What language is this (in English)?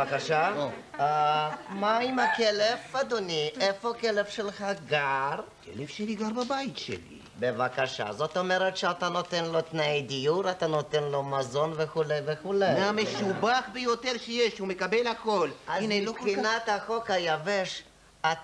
Hebrew